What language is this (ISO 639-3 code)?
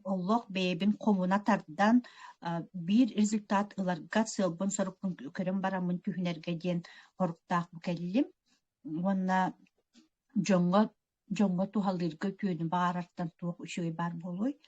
sah